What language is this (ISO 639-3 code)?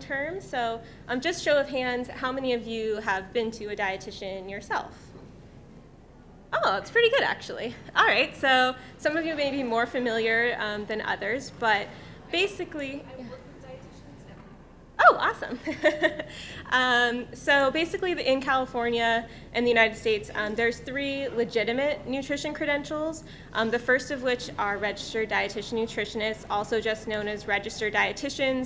eng